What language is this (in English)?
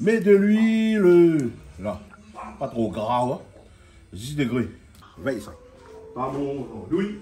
Réunion Creole French